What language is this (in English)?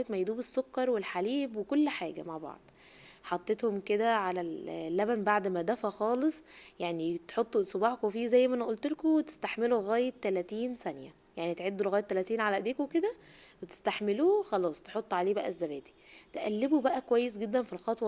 Egyptian Arabic